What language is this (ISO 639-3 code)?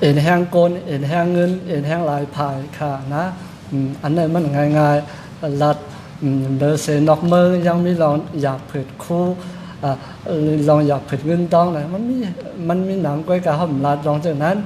shn